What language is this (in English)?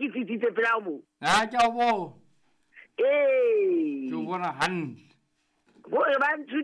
Southern Sotho